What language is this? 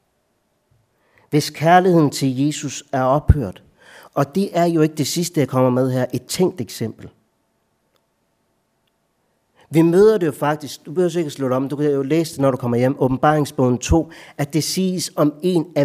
Danish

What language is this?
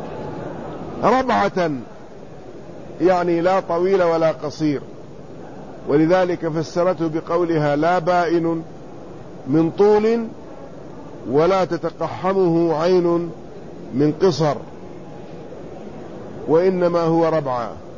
Arabic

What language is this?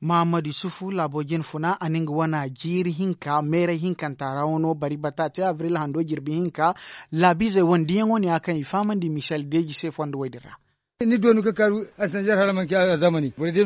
Zarma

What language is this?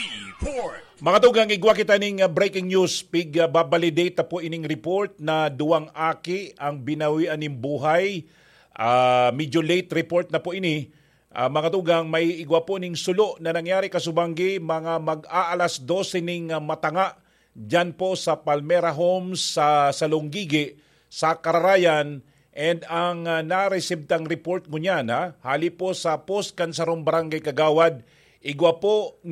Bikol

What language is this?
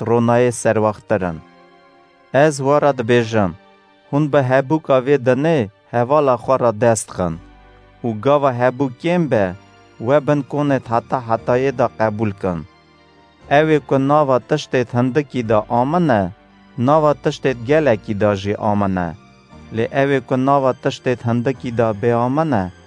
Kurdish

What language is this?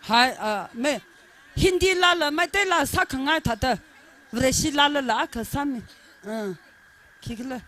Tangkhul Naga (India)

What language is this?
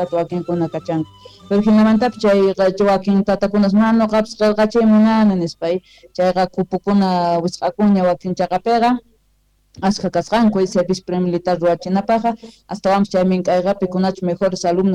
South Bolivian Quechua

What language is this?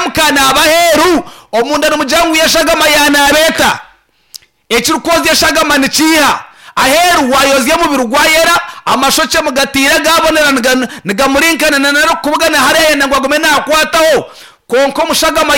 Nyankole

